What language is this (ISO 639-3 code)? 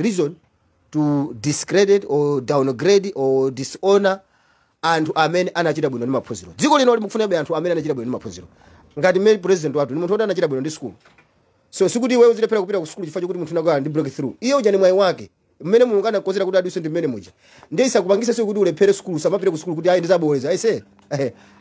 nya